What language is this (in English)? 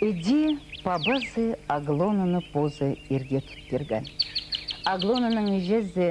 Khakas